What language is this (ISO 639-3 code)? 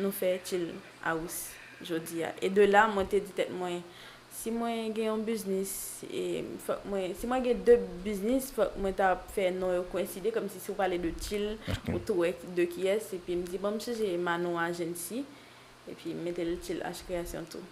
hat